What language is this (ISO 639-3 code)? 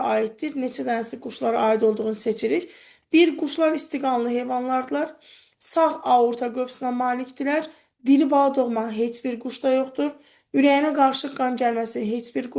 aze